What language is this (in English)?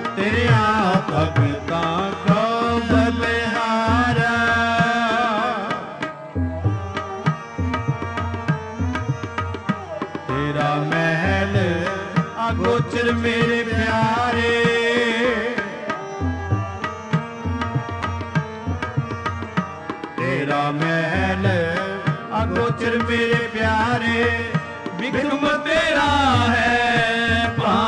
Punjabi